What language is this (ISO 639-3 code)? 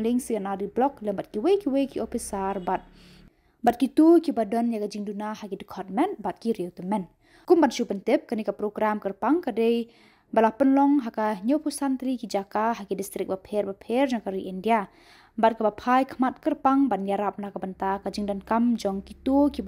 kha